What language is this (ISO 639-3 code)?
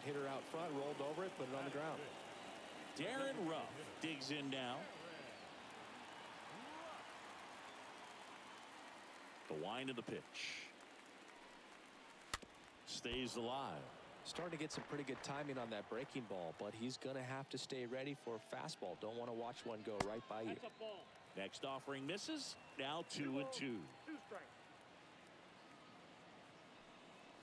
eng